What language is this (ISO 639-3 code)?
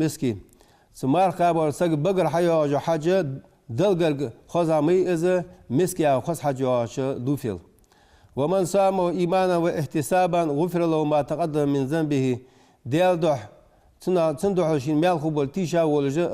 inh